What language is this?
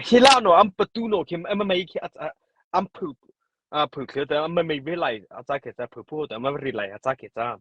Mara Chin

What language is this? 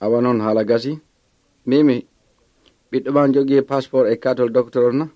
Pular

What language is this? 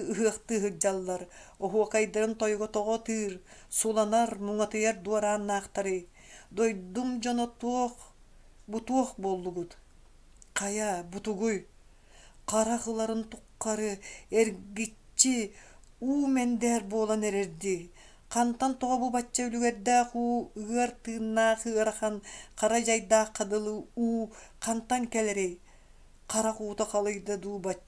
Yakut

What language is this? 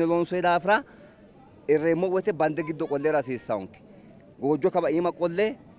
Sidamo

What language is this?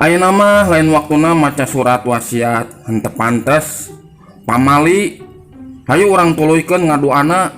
Sundanese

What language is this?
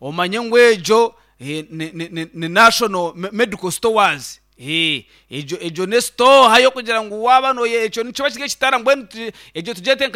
Nyankole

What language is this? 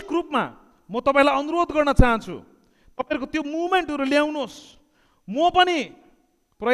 Nepali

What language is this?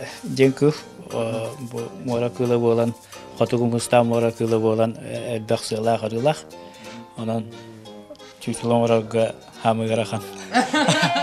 Yakut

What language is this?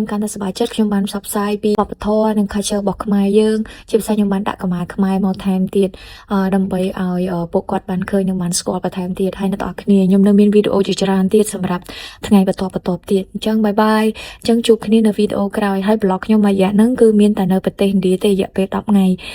Khmer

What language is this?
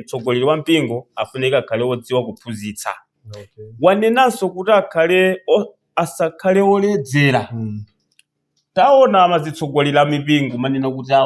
Nyanja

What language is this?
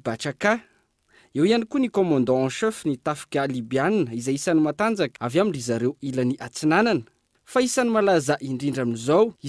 Malagasy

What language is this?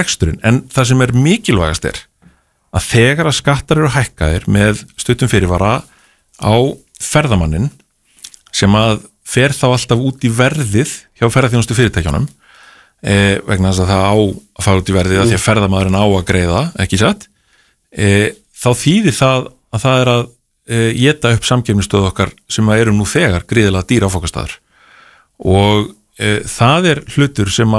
Icelandic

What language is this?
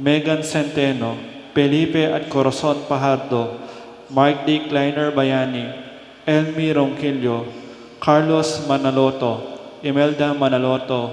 Pampanga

